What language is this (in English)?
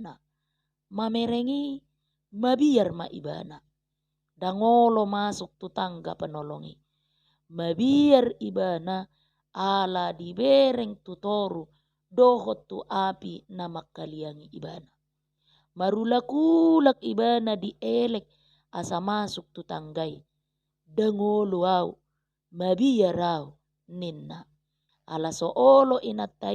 Batak Toba